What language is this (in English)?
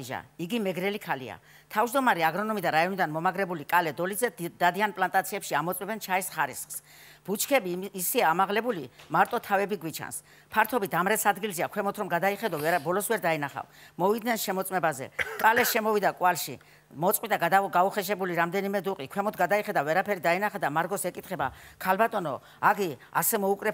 Georgian